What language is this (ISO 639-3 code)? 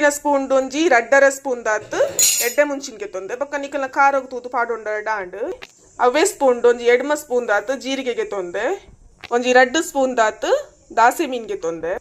tcy